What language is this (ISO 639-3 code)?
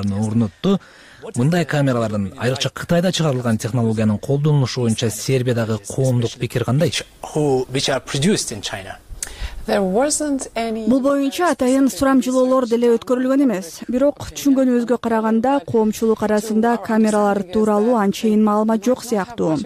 kir